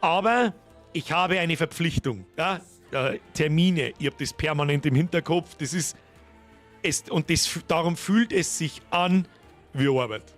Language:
Bavarian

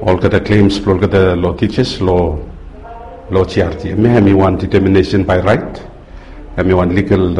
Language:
Bislama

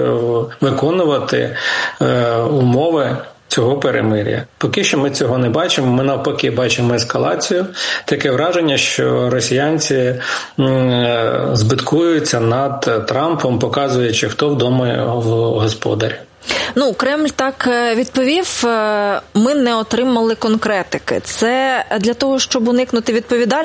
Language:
Ukrainian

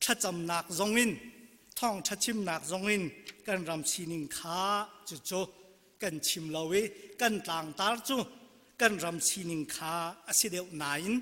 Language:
Hakha Chin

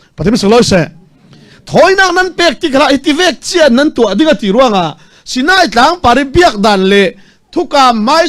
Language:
Falam Chin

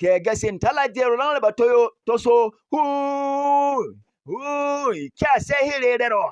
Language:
Berom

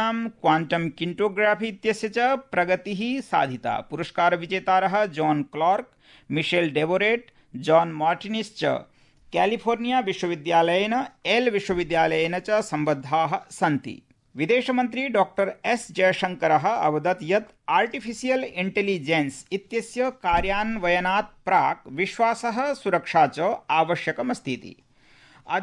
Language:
Sanskrit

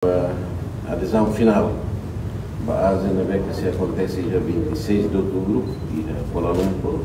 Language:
Tetum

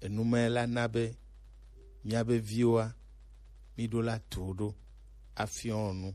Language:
Gen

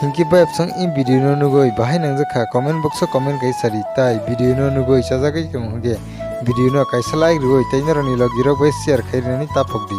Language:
Kok Borok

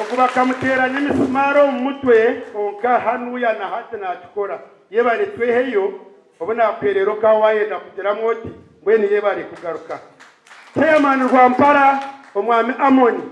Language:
Nyankole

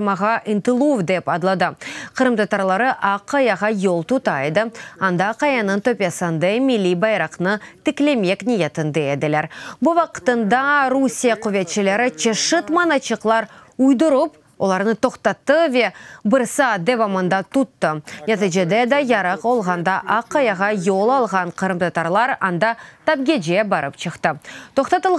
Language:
Crimean Tatar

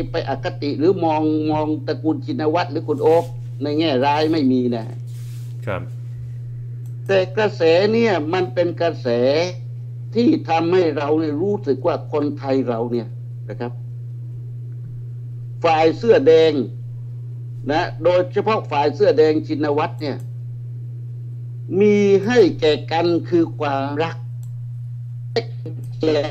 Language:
Thai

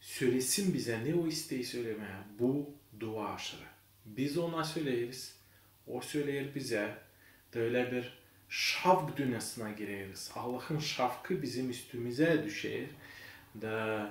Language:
Gagauz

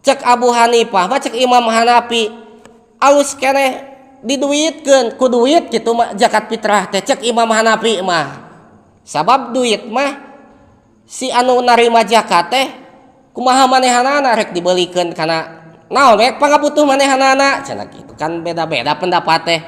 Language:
Sundanese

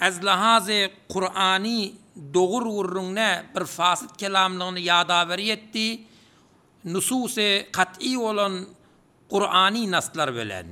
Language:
Turkmen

